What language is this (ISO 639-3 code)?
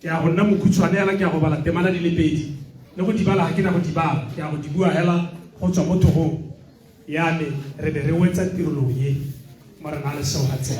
tsn